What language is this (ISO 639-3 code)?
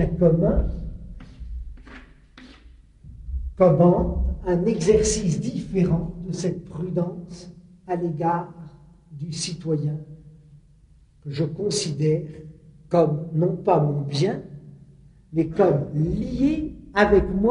fra